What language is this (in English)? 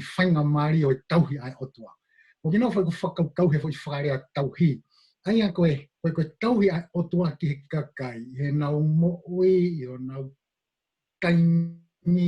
Tongan